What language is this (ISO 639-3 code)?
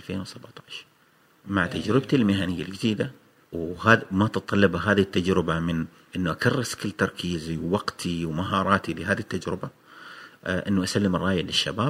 afb